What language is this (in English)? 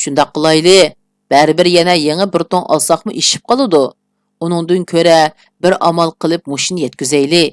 Uyghur